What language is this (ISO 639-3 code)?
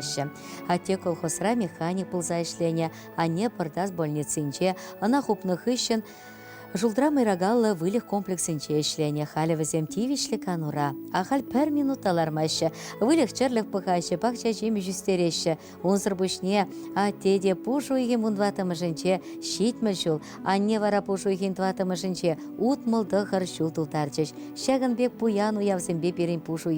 chv